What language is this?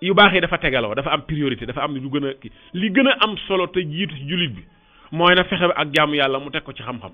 Wolof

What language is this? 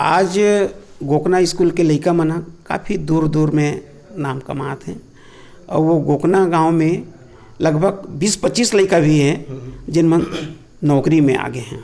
Chhattisgarhi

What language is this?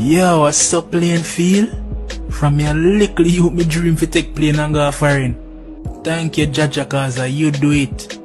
Jamaican Creole English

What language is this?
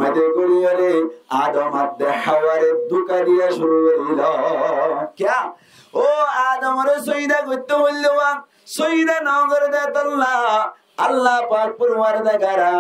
Rohingya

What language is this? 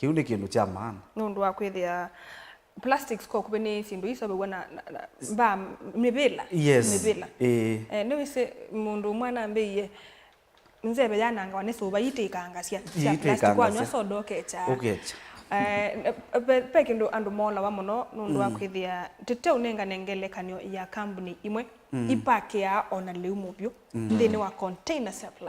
Kamba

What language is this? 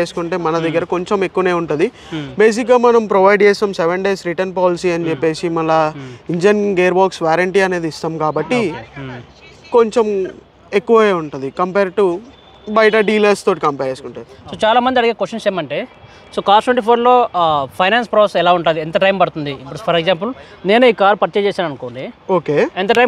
Telugu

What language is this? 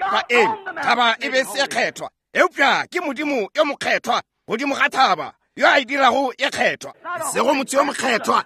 Northern Sotho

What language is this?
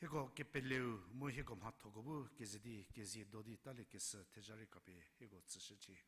Angami Naga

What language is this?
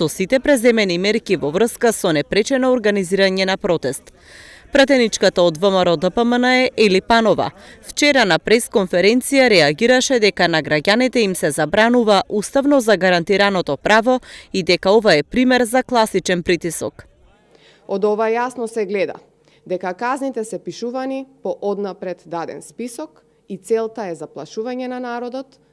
Macedonian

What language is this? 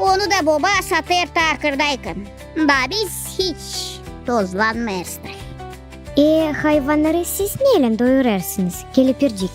Gagauz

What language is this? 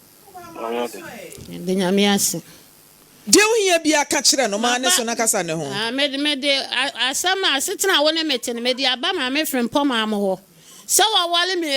Akan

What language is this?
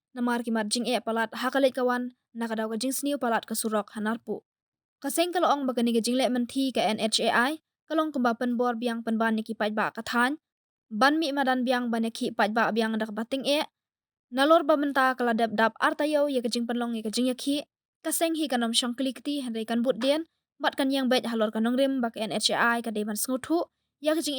Khasi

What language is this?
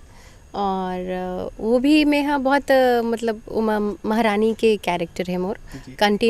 Chhattisgarhi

